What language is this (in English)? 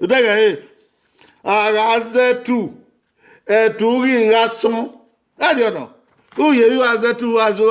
Bini